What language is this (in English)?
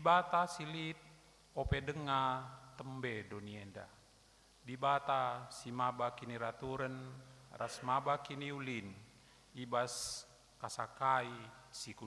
Batak Karo